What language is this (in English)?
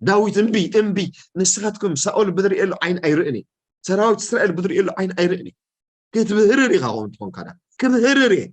Tigrinya